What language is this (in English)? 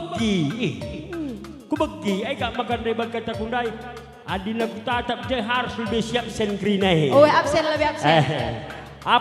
Batak Karo